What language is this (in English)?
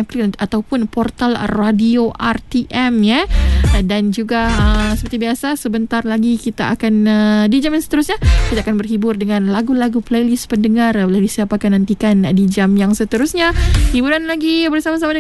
Malay